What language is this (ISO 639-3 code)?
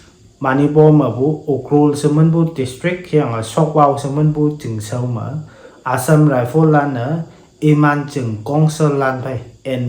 nbe